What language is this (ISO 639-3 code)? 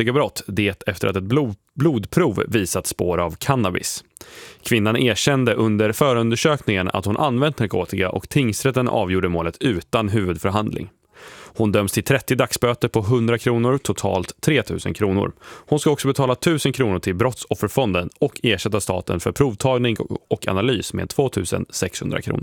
swe